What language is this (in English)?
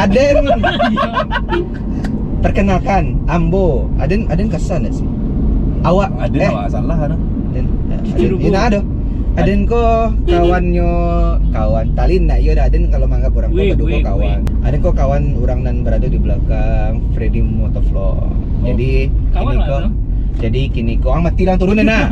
Minangkabau